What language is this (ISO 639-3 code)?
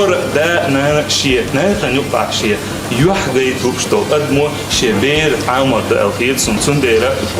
che